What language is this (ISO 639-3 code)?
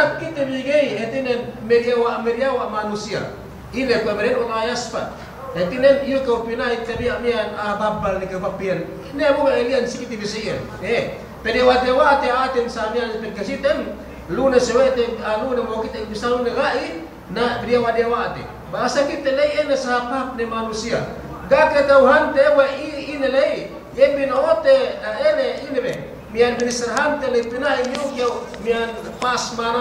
yka